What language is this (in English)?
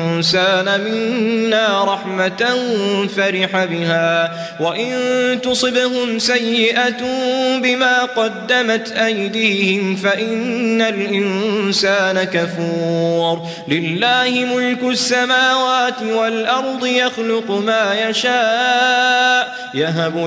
Arabic